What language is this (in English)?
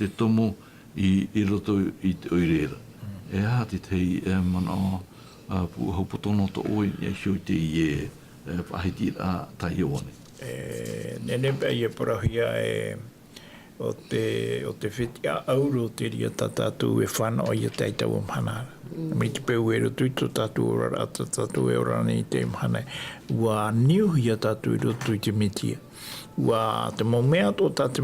Tahitian